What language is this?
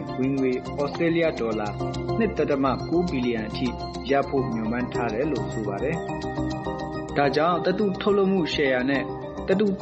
Burmese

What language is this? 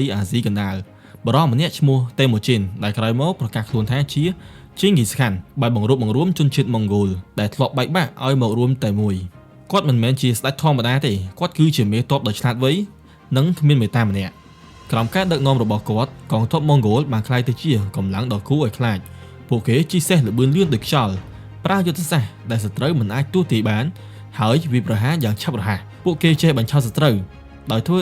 Khmer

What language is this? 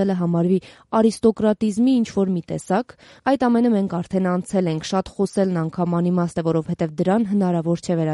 Armenian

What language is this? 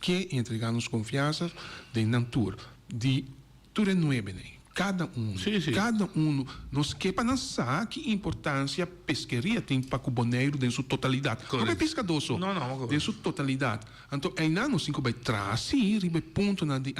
Papiamento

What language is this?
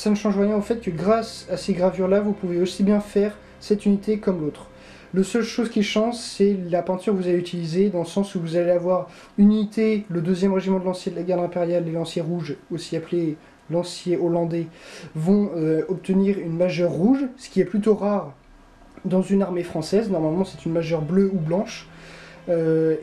French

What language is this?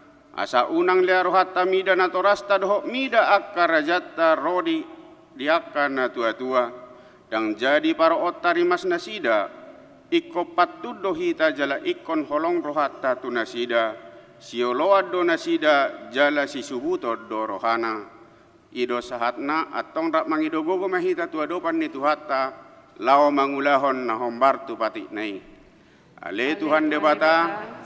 Batak Toba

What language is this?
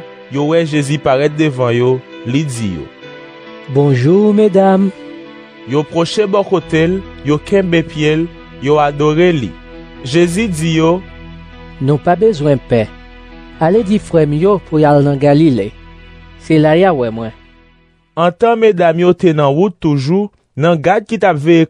Haitian Creole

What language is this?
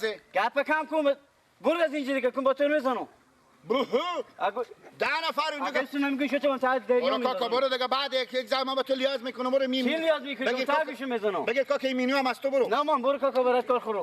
Persian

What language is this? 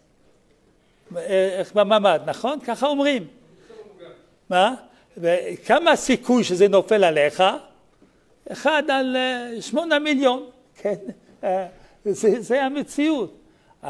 Hebrew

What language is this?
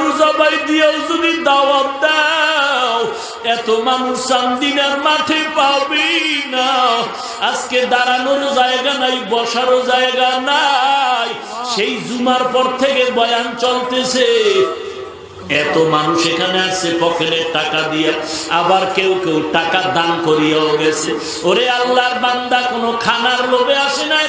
Bangla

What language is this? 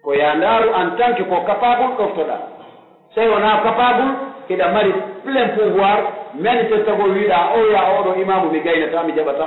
Pular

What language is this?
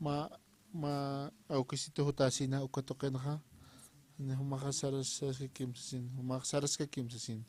Aymara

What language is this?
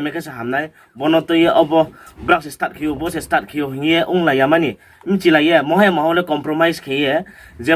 Riang (India)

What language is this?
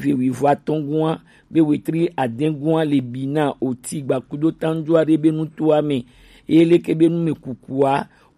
Gen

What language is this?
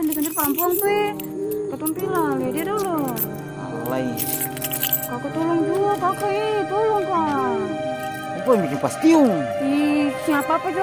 Ambonese Malay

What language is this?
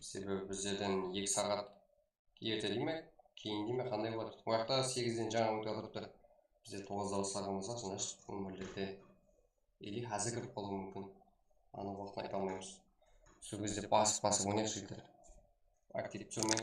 Kara-Kalpak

